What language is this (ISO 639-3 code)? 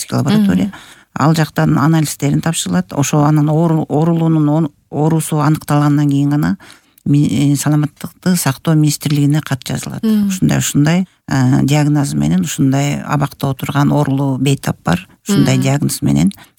kir